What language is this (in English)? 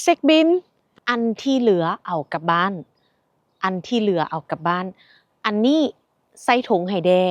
Lao